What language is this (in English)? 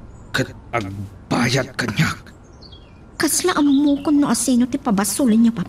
Iloko